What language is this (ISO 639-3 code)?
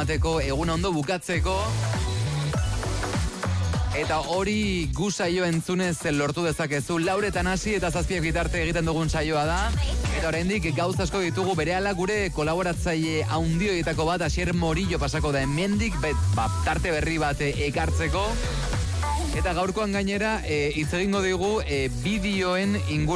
eus